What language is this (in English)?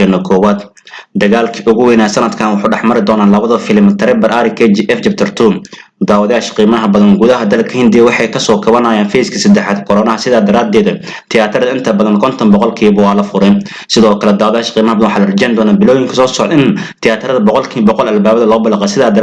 Somali